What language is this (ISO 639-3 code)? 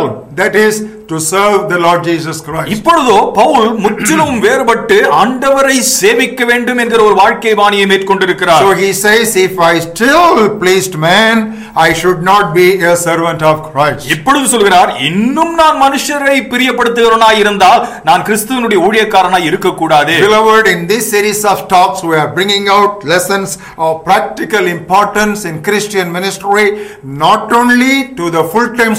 tam